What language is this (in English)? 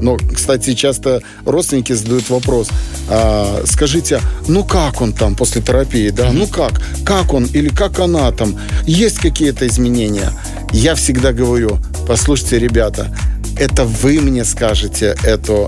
Russian